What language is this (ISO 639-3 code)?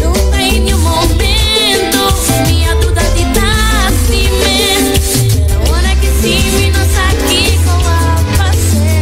pap